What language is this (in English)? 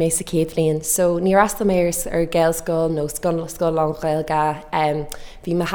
Irish